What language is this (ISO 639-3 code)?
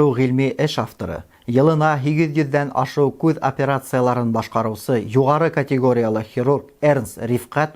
bak